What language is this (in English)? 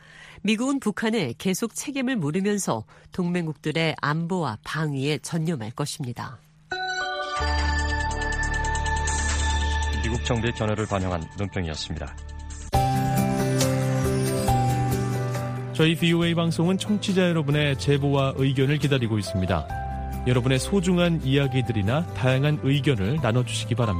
Korean